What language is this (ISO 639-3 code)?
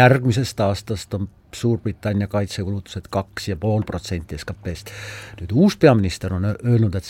est